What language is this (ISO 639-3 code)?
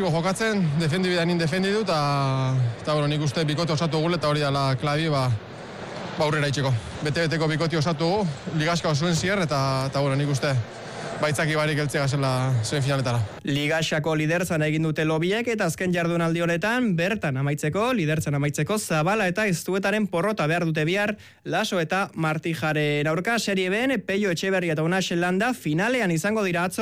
eus